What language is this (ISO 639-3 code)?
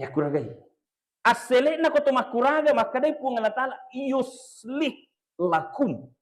bug